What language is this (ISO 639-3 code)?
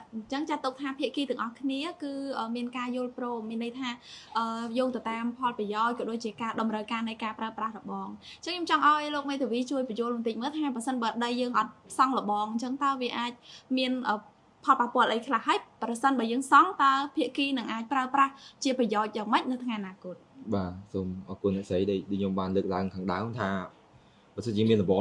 khm